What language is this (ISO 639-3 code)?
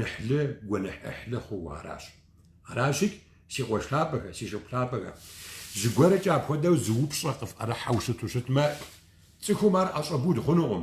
kbd